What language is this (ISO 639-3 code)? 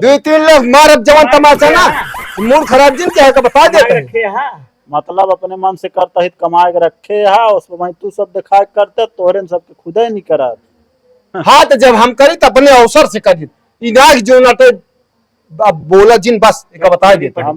awa